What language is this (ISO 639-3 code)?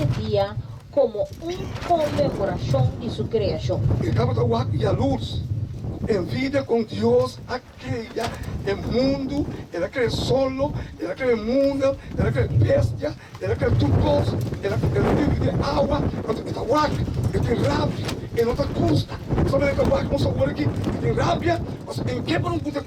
pap